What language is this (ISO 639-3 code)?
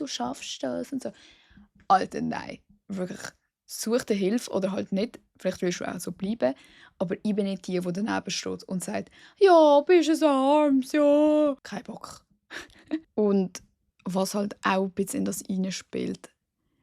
gsw